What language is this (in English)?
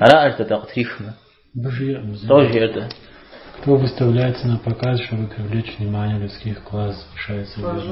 Kabardian